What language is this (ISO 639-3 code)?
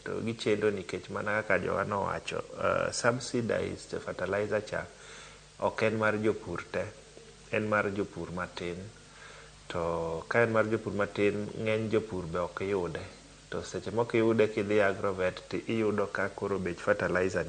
luo